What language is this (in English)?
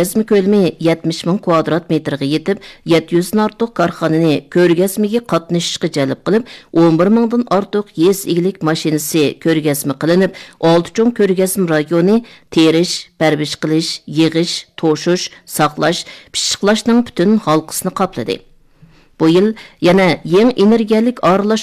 Uyghur